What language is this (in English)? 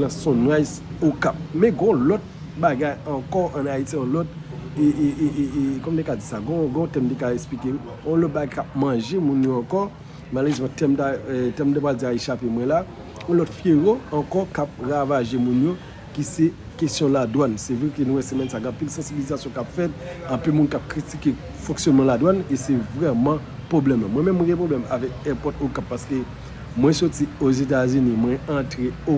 Haitian Creole